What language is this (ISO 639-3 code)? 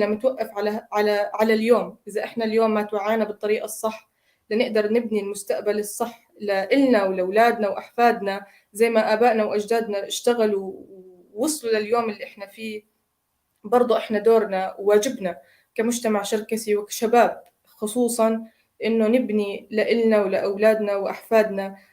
apc